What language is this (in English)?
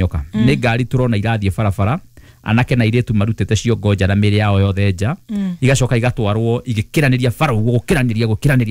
Kikuyu